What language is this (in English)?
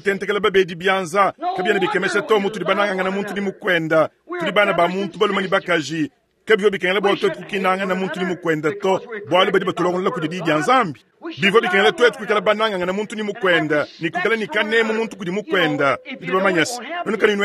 Luba-Lulua